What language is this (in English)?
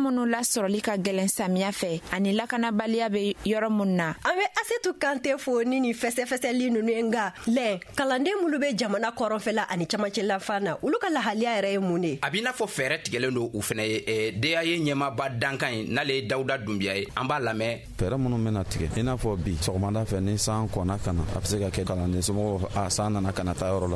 Bambara